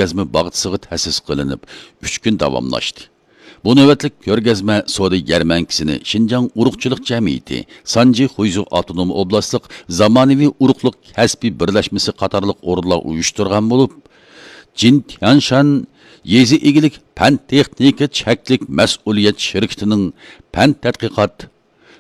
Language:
Uyghur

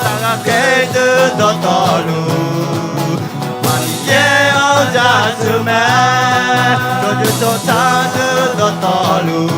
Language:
Akha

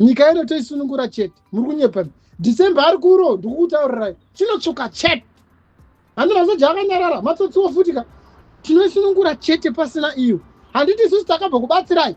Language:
Shona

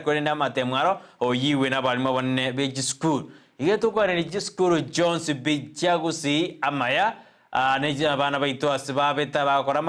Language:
Gusii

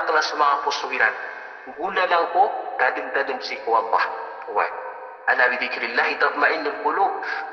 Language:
Maranao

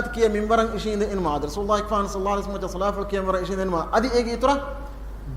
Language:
Divehi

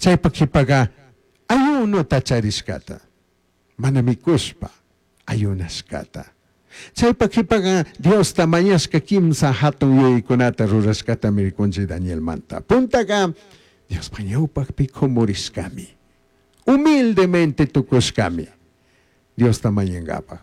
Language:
Chimborazo Highland Quichua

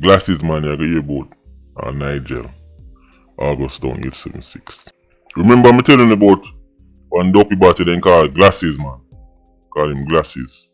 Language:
Jamaican Creole English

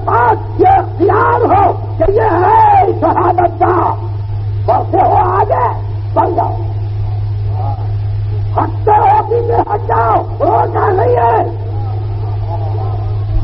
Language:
Urdu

